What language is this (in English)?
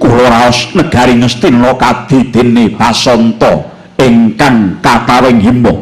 Javanese